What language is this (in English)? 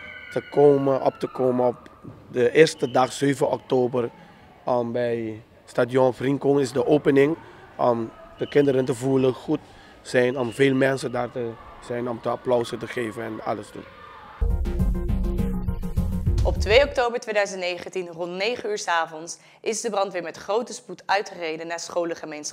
Dutch